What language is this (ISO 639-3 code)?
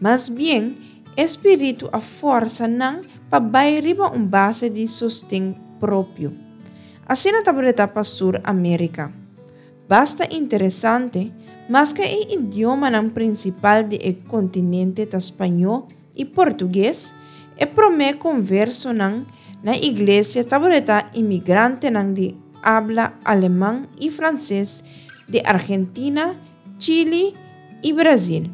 pap